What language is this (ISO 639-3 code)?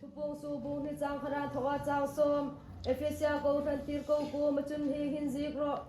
hmr